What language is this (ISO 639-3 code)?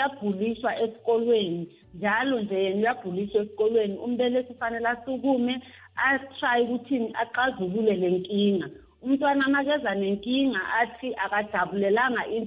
nbl